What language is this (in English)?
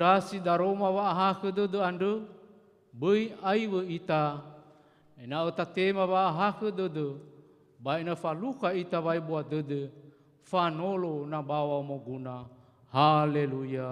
Nias